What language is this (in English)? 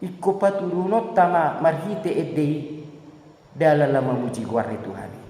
Batak Toba